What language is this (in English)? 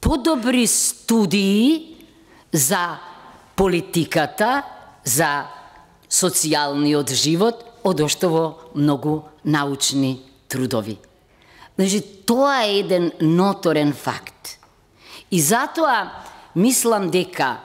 Macedonian